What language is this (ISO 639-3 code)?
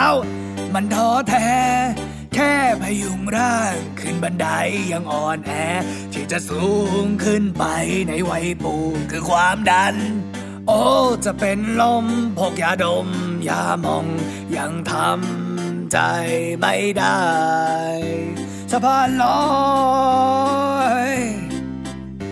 tha